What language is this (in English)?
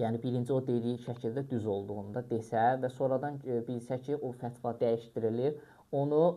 Azerbaijani